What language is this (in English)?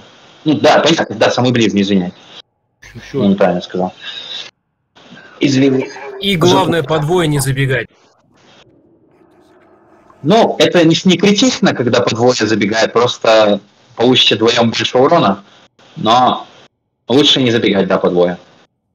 Russian